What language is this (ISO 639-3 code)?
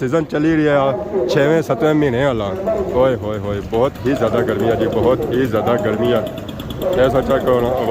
phr